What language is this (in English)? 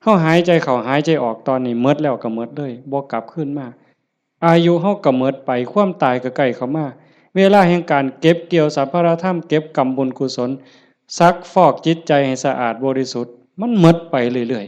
Northeastern Thai